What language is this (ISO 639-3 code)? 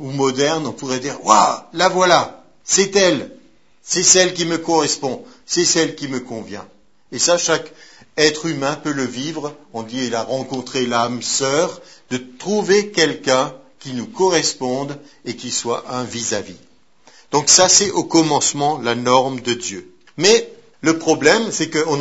fra